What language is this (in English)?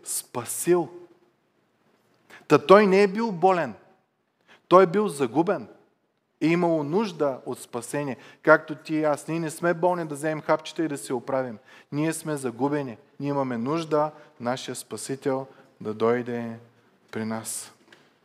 Bulgarian